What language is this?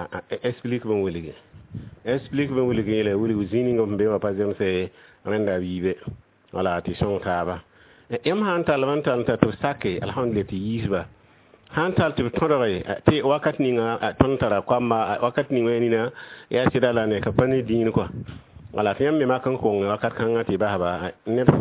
Mossi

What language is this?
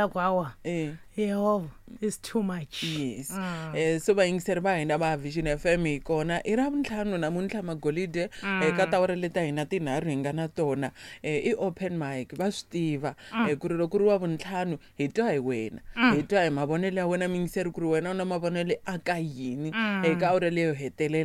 Tsonga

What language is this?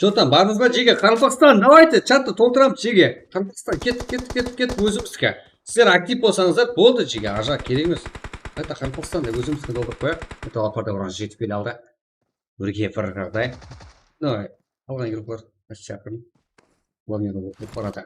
Kara-Kalpak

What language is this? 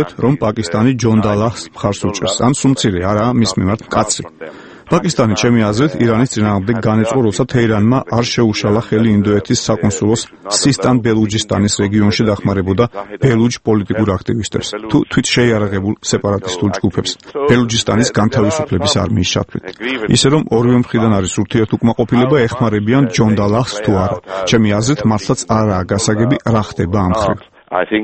Georgian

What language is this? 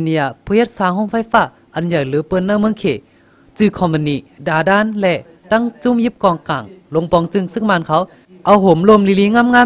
Shan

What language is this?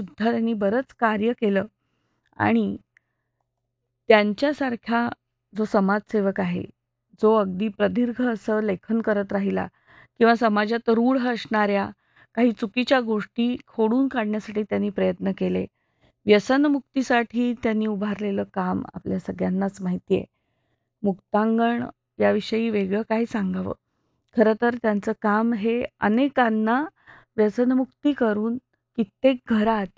Marathi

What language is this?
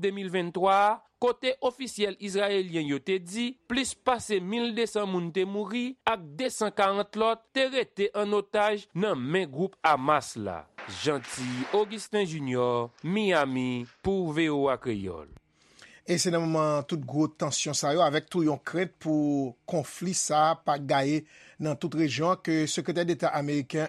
Haitian Creole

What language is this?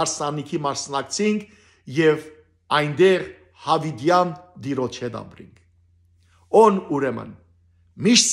Western Armenian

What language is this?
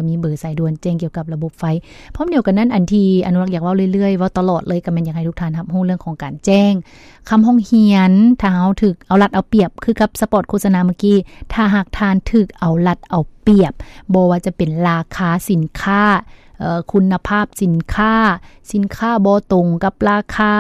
Lao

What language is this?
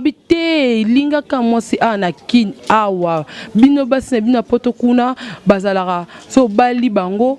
Lingala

